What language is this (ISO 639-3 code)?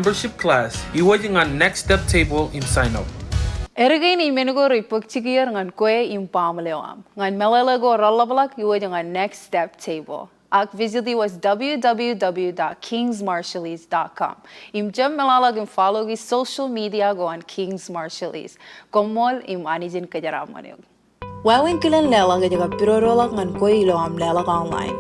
mah